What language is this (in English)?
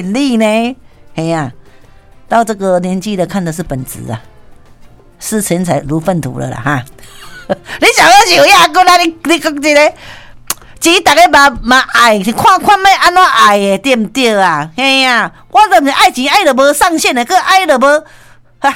Min Nan Chinese